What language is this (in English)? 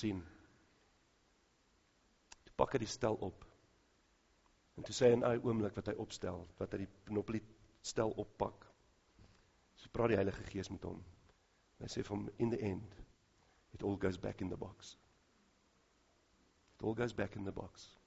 Afrikaans